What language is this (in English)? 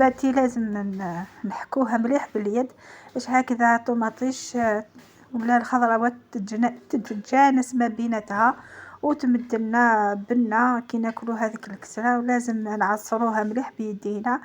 Algerian Arabic